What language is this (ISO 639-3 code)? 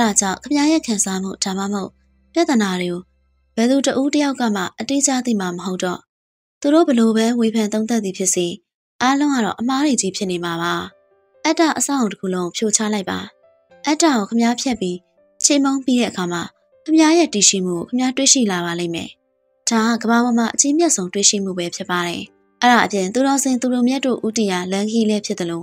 mya